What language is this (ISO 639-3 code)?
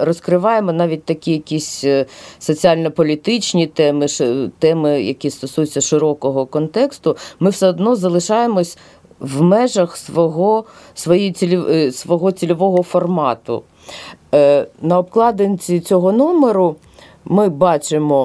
ukr